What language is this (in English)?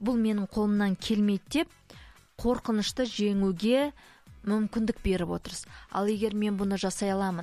Kazakh